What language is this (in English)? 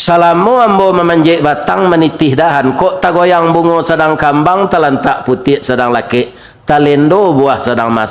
Minangkabau